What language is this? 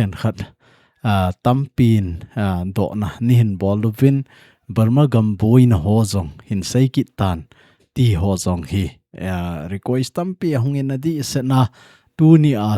Thado Chin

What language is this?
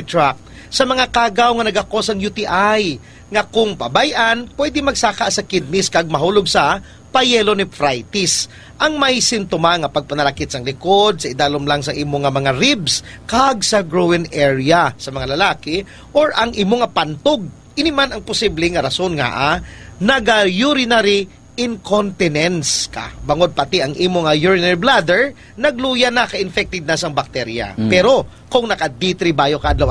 Hiligaynon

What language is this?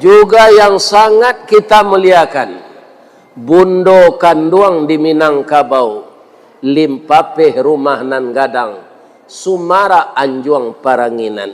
Minangkabau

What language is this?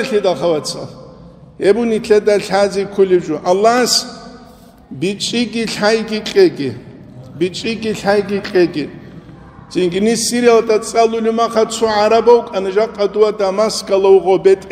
Avaric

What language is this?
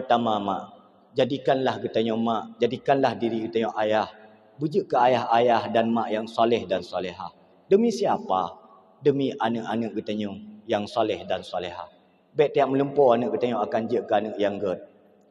Achinese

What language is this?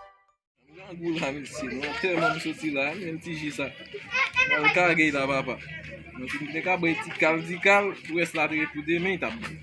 Haitian Creole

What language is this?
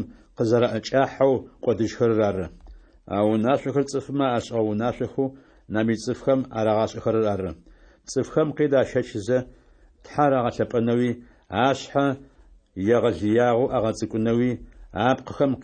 Adyghe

